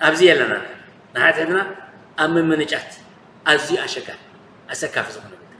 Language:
Tigrinya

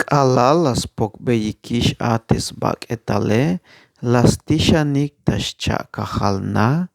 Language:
Tzeltal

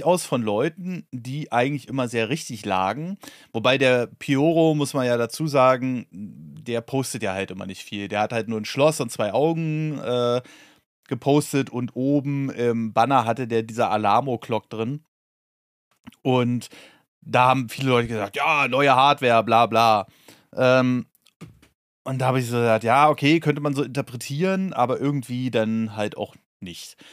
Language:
German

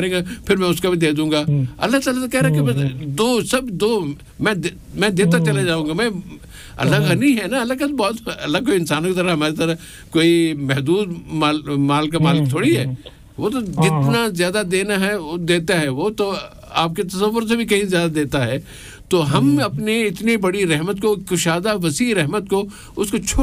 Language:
Urdu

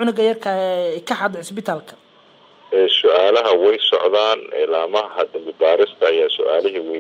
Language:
Somali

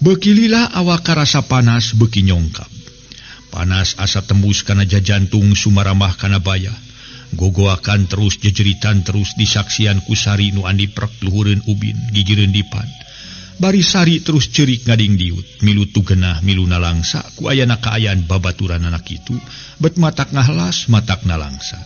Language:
Sundanese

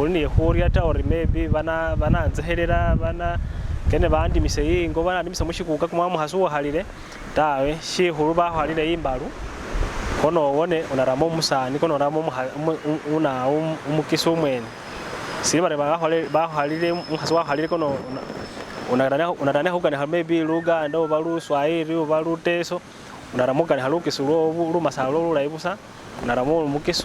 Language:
Masaaba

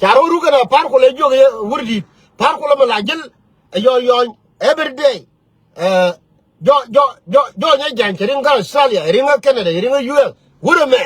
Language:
Nuer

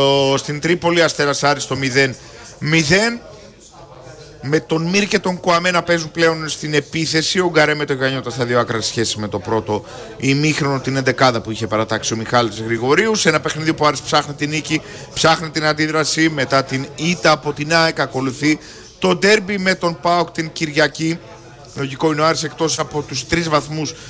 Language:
Greek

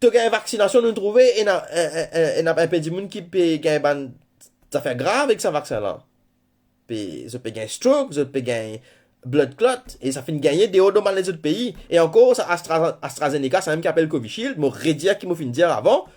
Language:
Morisyen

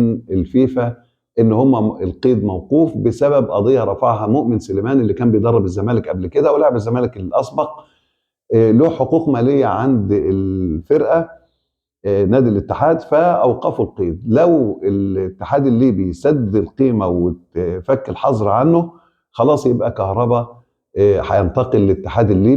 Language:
Egyptian Arabic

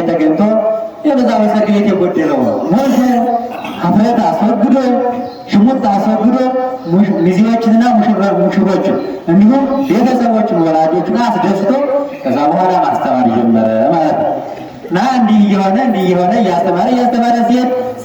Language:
Amharic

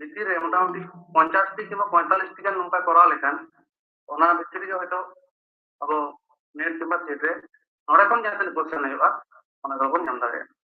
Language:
Santali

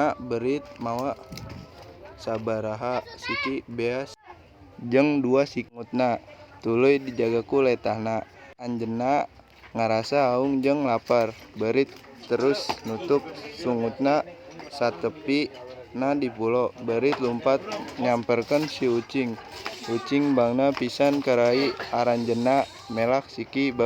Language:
Sundanese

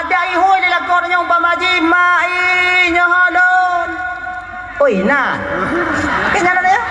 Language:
Achinese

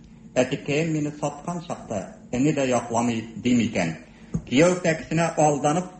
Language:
Tatar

